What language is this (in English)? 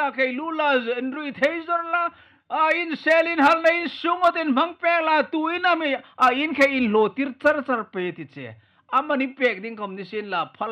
Hmar